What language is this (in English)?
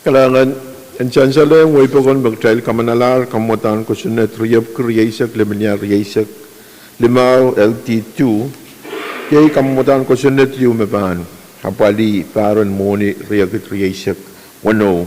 Pohnpeian